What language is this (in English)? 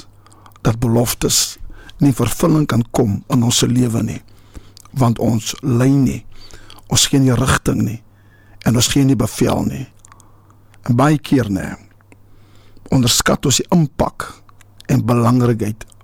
Afrikaans